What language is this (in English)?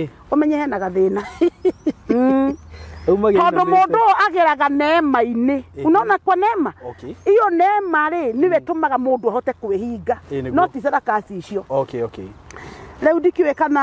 Kikuyu